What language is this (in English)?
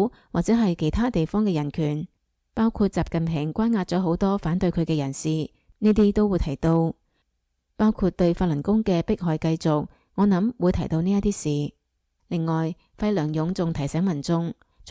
Cantonese